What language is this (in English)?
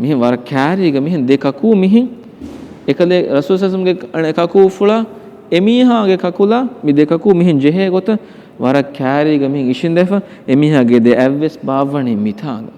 Divehi